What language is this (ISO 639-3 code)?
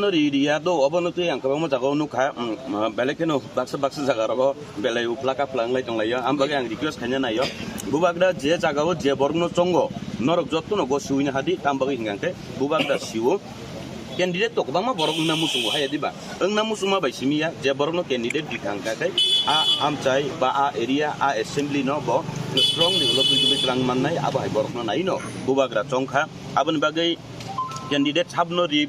trp